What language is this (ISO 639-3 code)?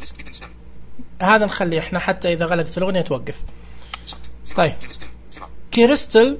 ars